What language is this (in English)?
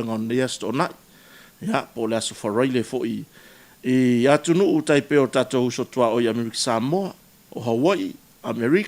Samoan